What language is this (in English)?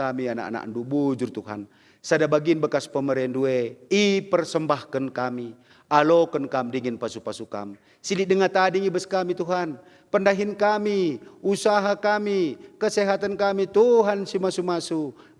Batak Karo